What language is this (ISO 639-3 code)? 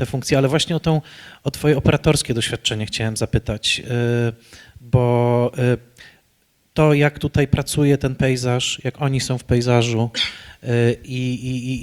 pol